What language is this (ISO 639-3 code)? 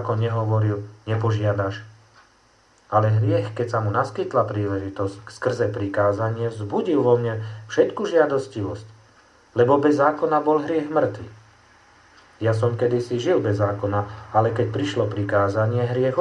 slk